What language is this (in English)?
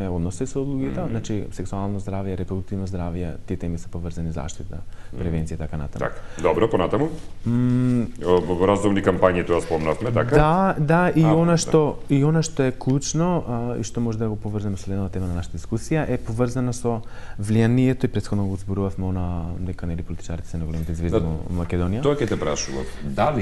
Macedonian